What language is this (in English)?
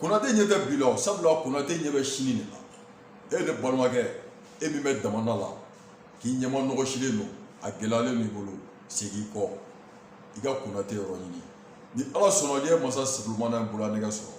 Bambara